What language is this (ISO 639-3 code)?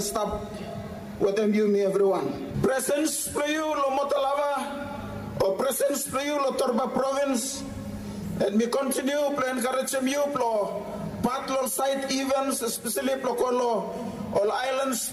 bis